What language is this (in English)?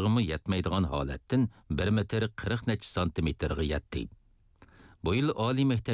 Uyghur